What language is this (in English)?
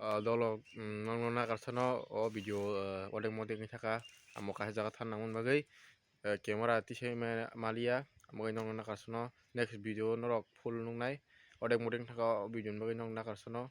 Kok Borok